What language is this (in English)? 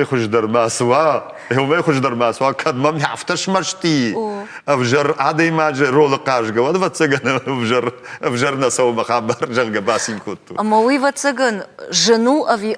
Ossetic